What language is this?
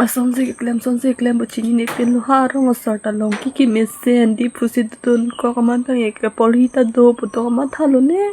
Karbi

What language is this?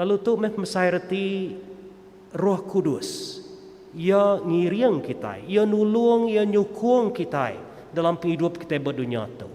Iban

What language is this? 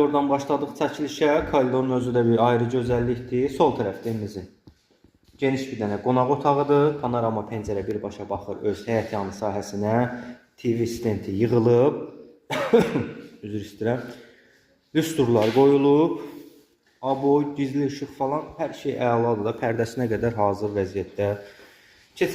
Azerbaijani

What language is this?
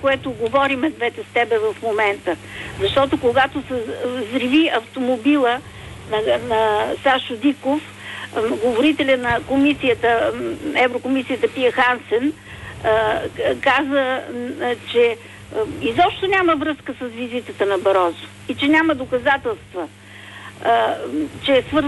Bulgarian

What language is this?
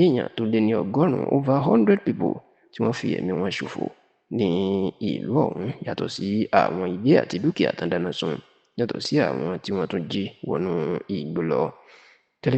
Yoruba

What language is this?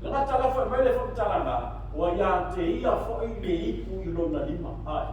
Samoan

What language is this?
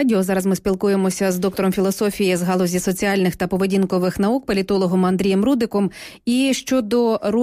Ukrainian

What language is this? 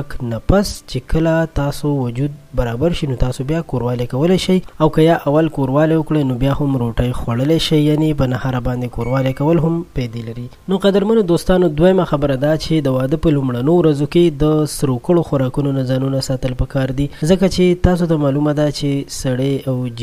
Pashto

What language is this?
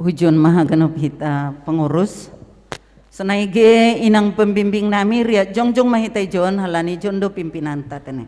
Batak Simalungun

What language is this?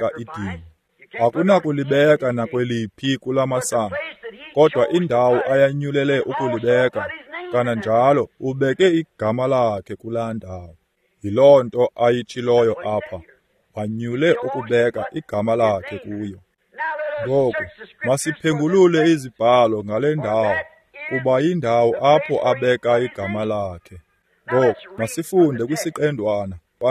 Xhosa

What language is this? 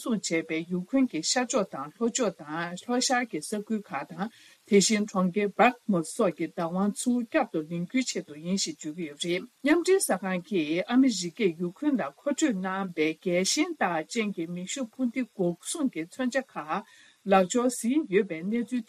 Tibetan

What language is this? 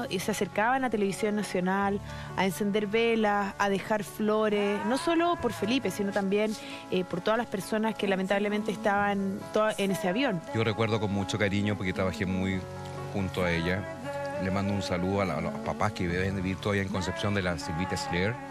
Spanish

